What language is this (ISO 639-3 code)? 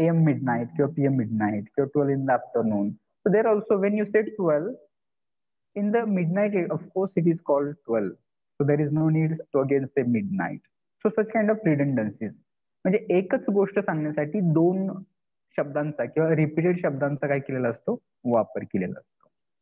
mar